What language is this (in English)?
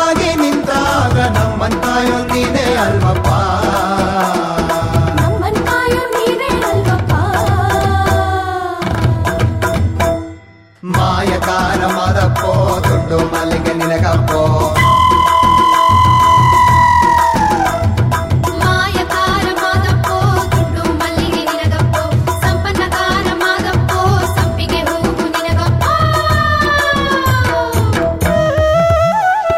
Kannada